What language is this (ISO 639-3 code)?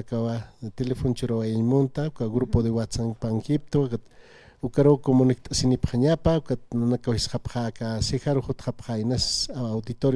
aym